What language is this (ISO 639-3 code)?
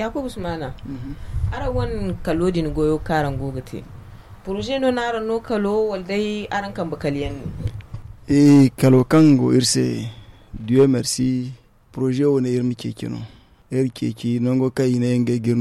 dje